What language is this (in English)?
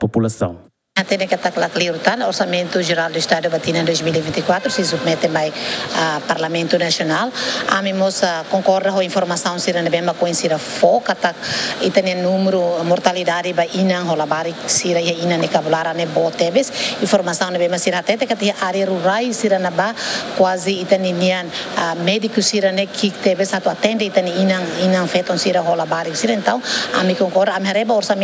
Tetum